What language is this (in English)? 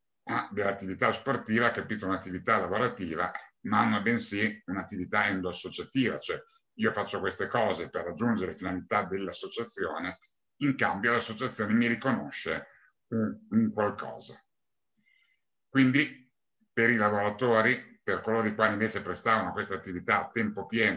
Italian